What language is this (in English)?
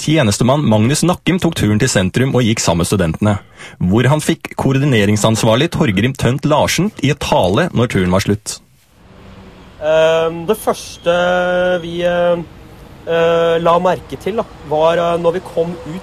Norwegian